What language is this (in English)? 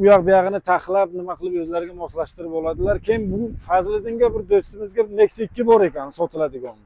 Uzbek